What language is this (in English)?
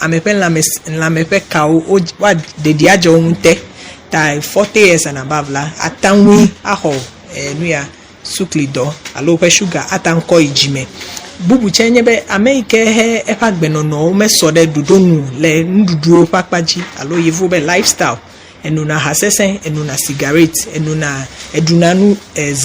Ewe